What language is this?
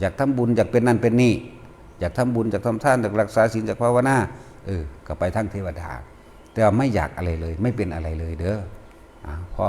Northeastern Thai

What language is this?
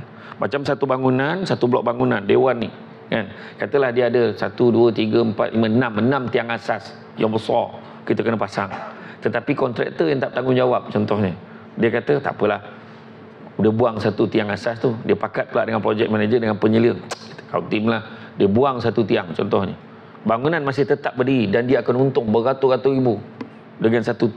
Malay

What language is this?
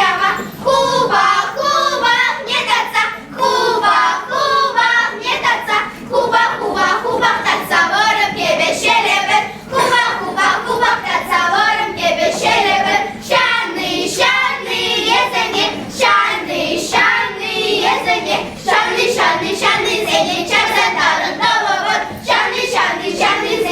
Chuvash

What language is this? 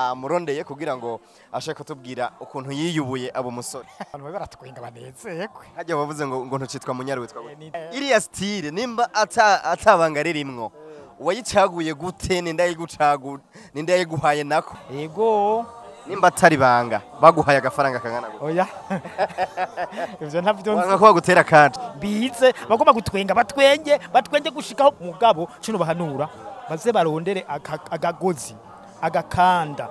Rundi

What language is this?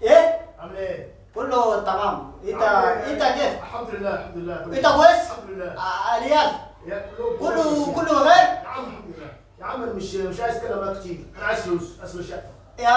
Moro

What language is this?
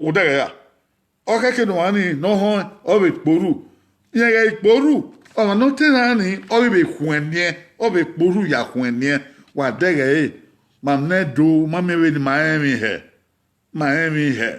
Bini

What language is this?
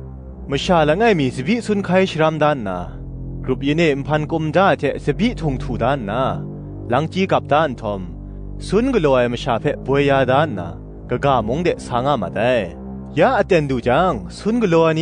Kachin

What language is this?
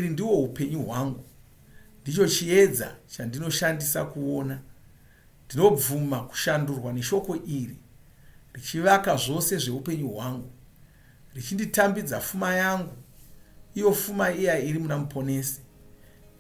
Shona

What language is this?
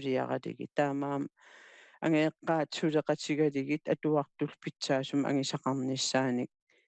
Kalaallisut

